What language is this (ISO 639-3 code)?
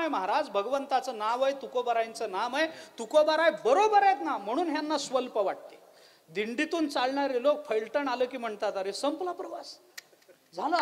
mar